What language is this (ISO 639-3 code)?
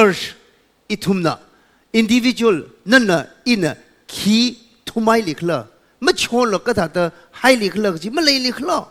nmf